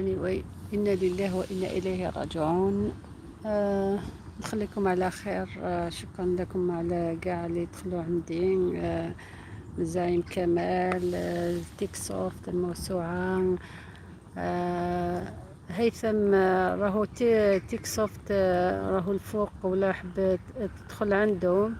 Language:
Algerian Arabic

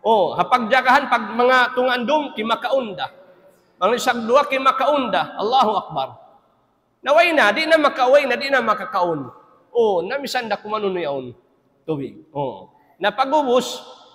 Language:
Tausug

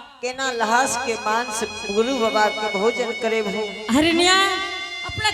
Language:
Angika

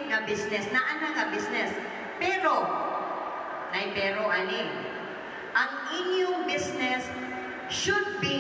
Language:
Cebuano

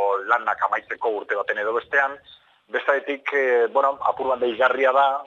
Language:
Basque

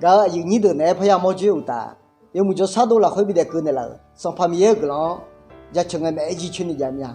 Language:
Akha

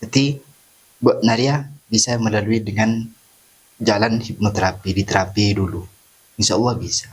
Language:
Madurese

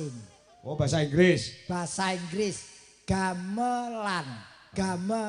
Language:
Javanese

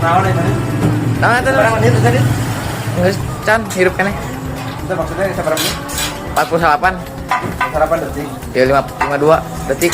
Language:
Sundanese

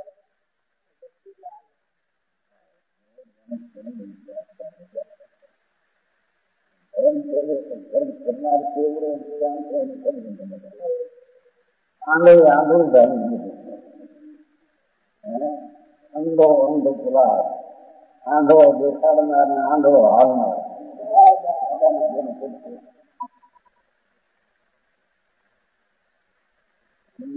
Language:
Gujarati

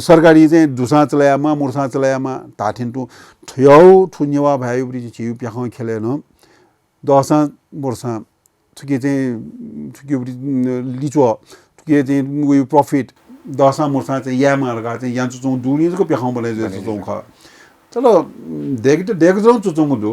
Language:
Newari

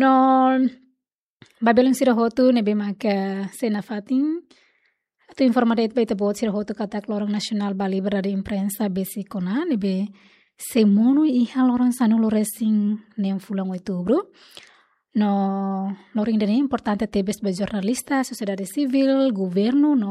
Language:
Tetum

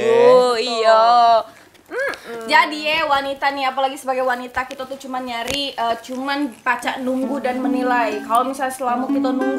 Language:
Musi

